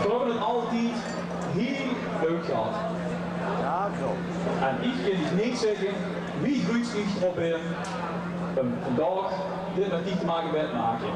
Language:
Limburgish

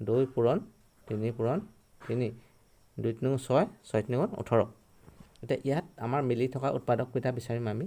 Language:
Assamese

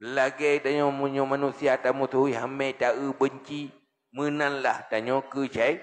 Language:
Achinese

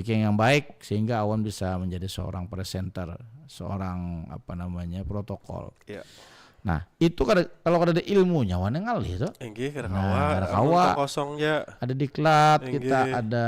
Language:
Banjar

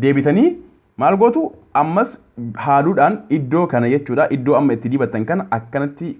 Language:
Oromo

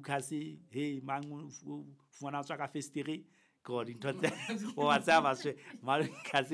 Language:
Southern Sotho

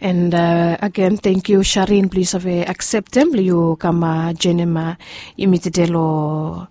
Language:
Bislama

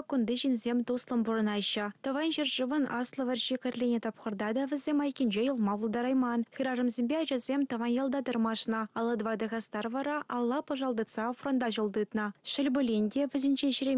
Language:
Chuvash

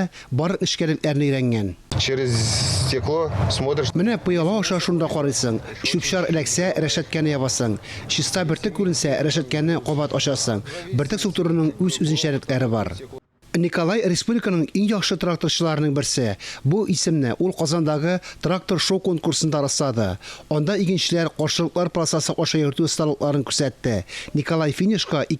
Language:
Tatar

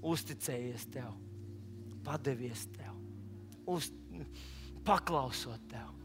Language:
Latvian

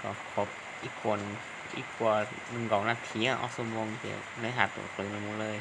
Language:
Hmong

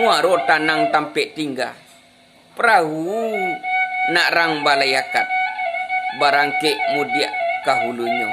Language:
Minangkabau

